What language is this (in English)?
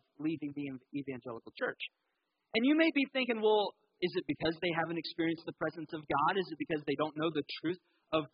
English